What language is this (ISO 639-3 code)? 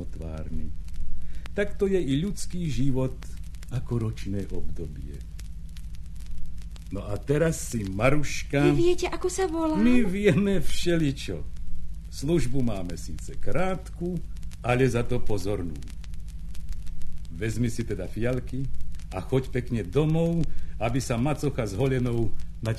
slk